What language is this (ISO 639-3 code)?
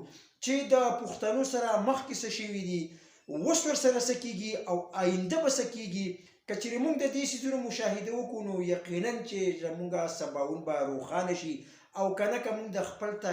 pus